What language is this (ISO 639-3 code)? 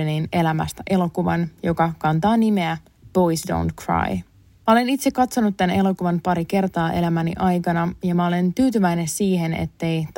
fin